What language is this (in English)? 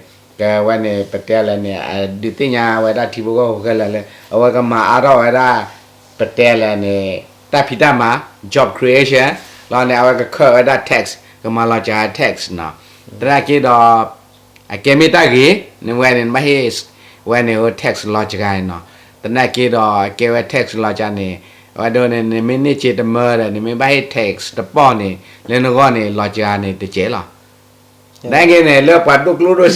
S'gaw Karen